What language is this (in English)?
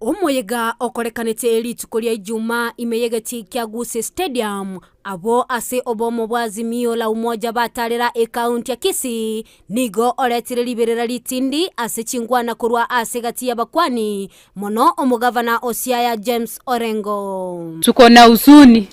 Gusii